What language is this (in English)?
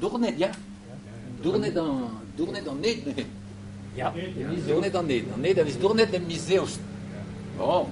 Breton